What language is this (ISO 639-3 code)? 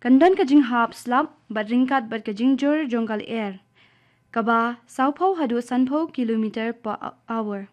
kha